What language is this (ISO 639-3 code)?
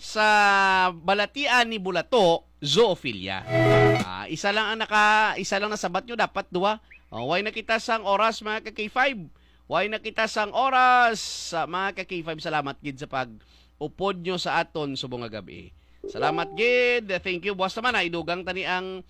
hil